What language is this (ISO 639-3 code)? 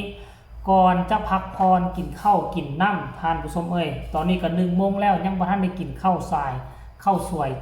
lao